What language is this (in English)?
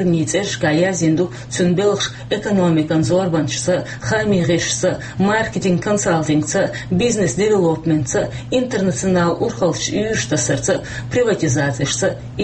Chechen